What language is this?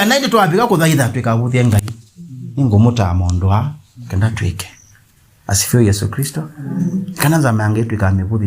Kamba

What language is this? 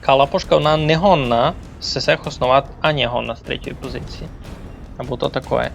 Rusyn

